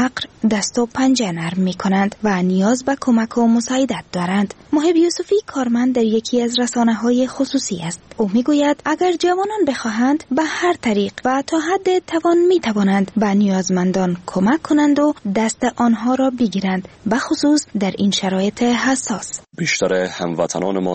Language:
Persian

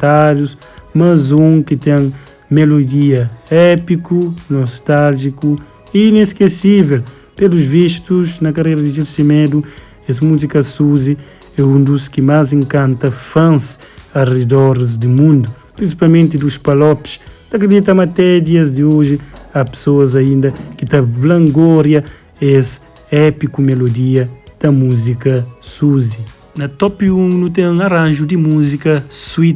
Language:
Kabuverdianu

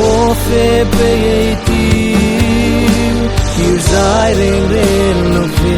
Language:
Hmar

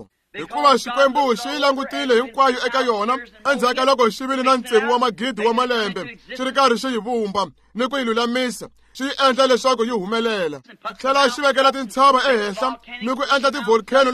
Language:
Tsonga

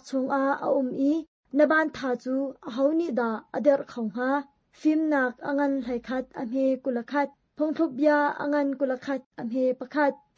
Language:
Hakha Chin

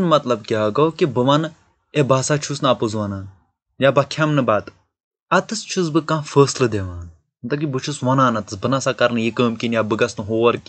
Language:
Kashmiri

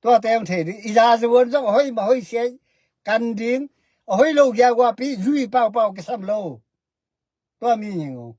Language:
Tedim Chin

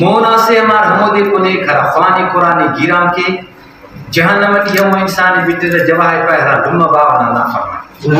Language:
Brahui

